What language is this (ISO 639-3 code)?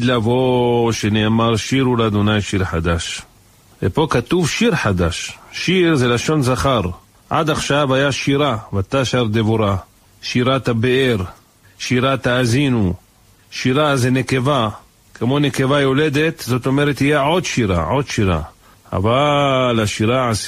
heb